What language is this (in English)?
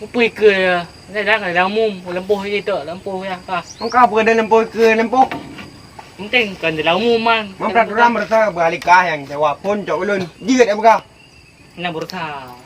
Achinese